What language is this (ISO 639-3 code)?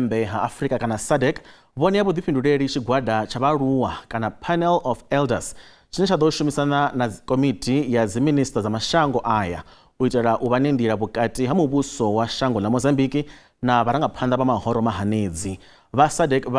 ven